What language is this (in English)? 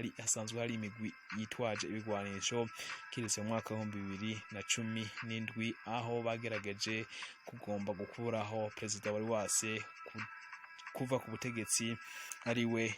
Rundi